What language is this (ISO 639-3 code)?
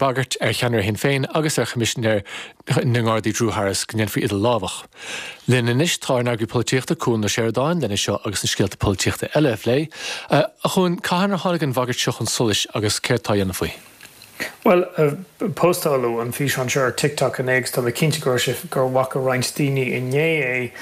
gle